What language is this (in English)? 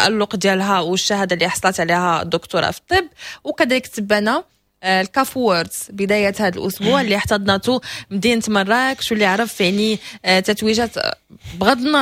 Moroccan Arabic